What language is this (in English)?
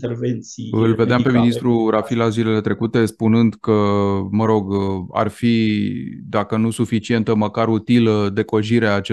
Romanian